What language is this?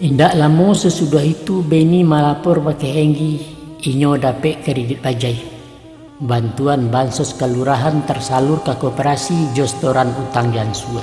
Minangkabau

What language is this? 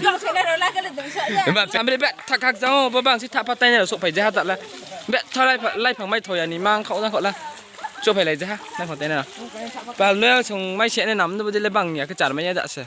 Riang (India)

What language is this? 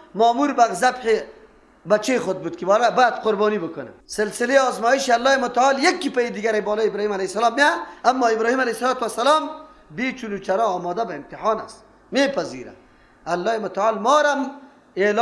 Persian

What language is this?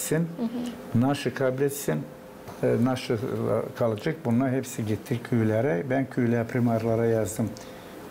Gagauz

